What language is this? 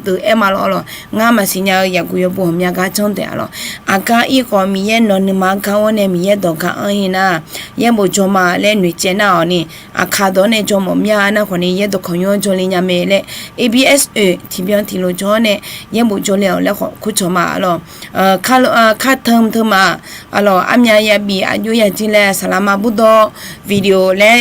Akha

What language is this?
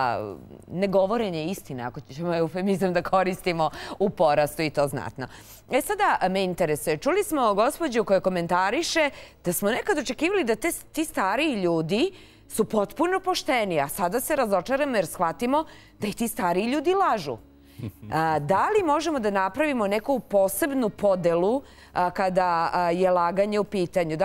Serbian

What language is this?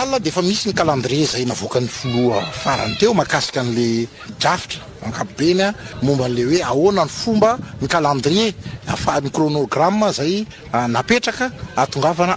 Malagasy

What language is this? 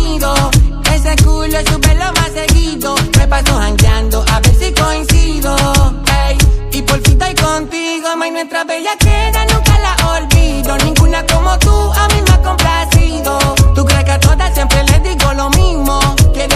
Spanish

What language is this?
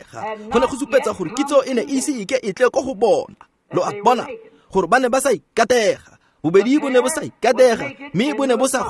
Tswana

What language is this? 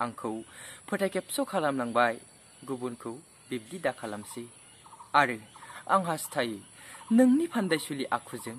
Bodo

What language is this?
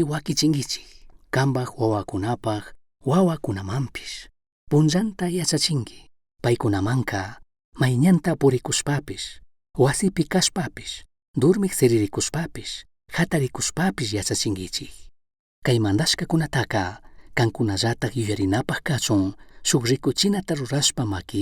Chimborazo Highland Quichua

